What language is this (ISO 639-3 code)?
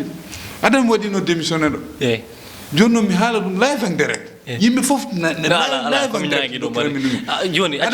ful